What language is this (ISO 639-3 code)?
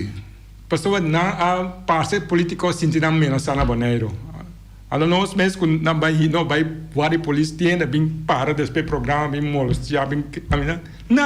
pap